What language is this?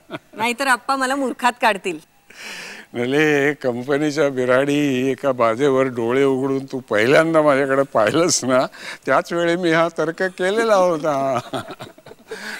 Marathi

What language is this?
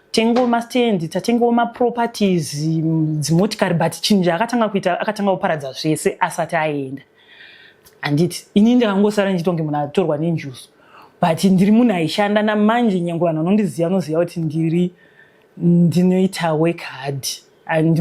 Shona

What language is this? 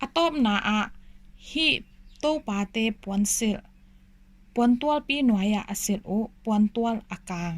Tedim Chin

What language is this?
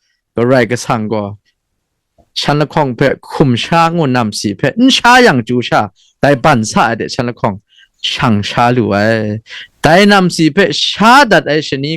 Kachin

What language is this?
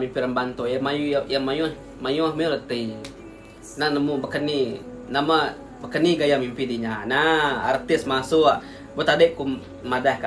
Iban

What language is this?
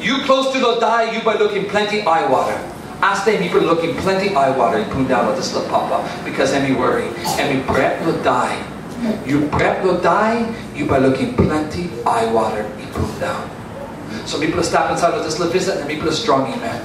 Tok Pisin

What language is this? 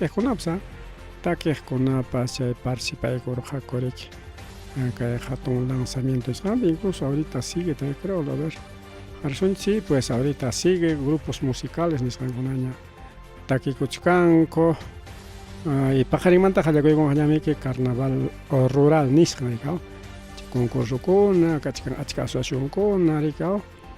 Ayacucho Quechua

